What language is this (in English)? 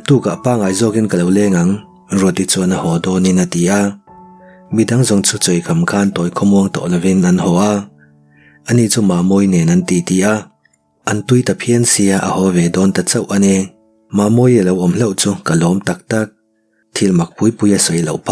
Mizo